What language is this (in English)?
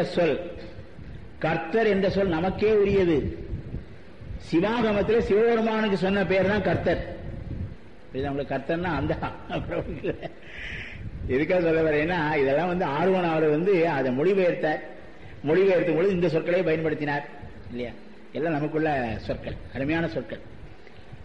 Tamil